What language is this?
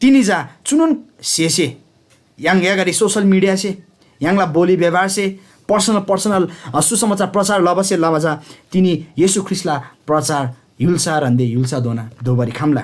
Eastern Tamang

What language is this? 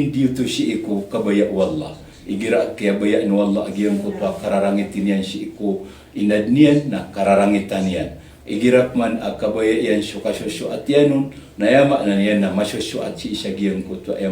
Maranao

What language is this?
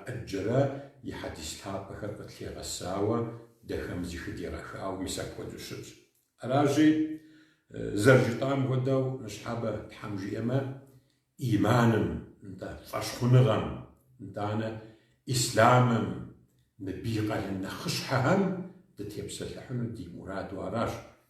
Kabardian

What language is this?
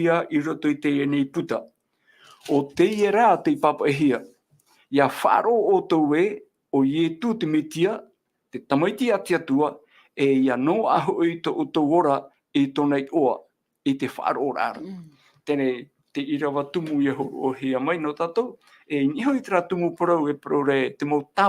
Tahitian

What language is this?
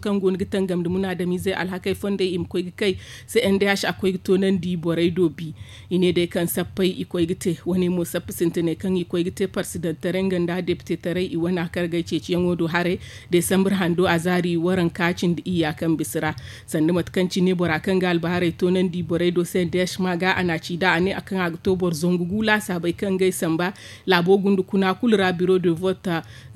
Zarma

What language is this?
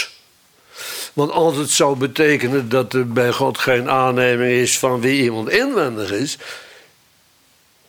Dutch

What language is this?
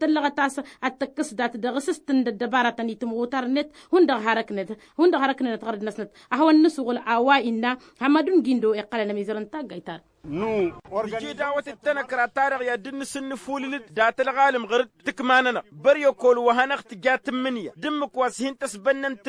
Tamasheq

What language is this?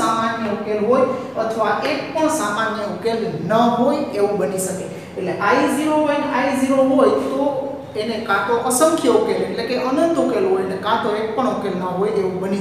Gujarati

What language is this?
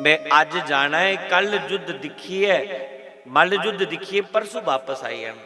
Dogri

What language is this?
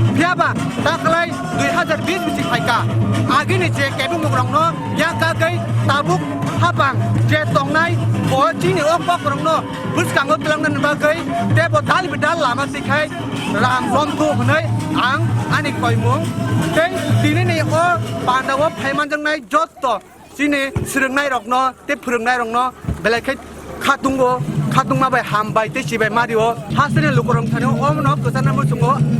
Kok Borok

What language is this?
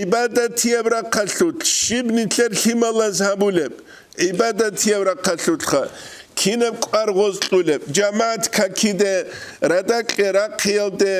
Avaric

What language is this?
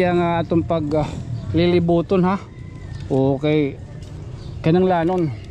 Waray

